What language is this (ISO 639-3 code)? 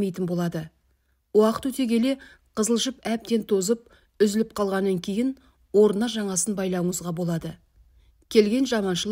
kaz